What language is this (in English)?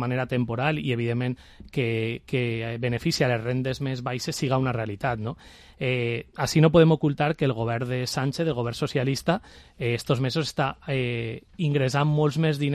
Catalan